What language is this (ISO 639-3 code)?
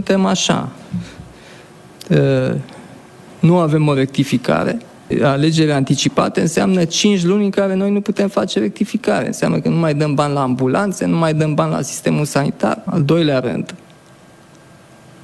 ron